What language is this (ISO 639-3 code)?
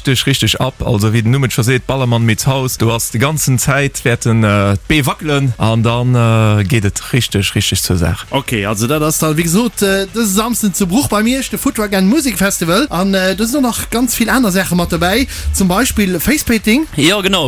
ltz